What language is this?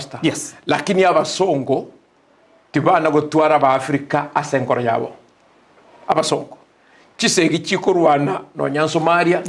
Gusii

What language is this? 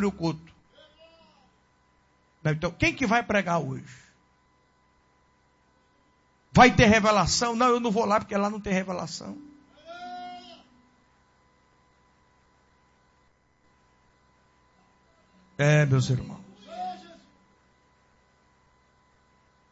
Portuguese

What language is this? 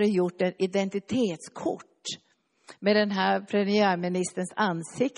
Swedish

